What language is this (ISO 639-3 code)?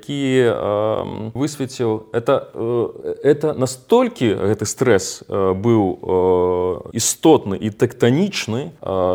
bel